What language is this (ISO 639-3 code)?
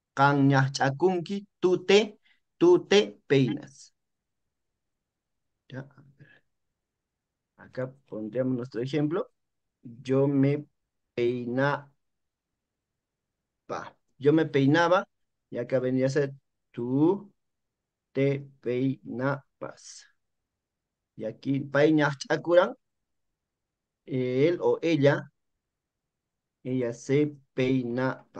spa